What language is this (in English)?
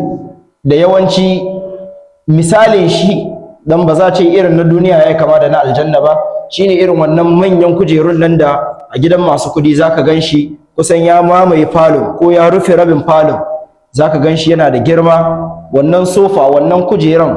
Hausa